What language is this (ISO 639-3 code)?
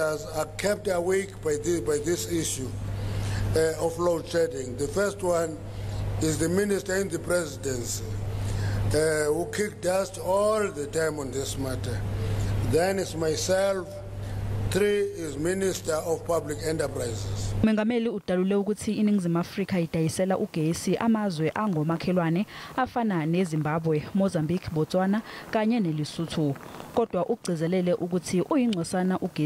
zul